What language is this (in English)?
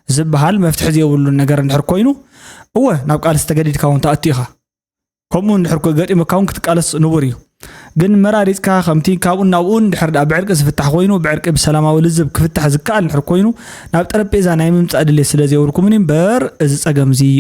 Tigrinya